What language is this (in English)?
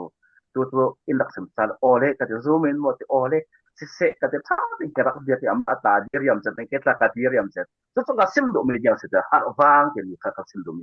Falam Chin